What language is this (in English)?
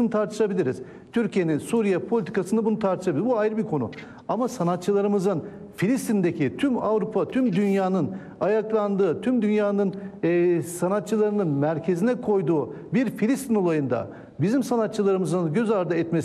Turkish